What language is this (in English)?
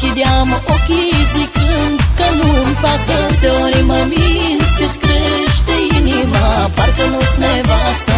Romanian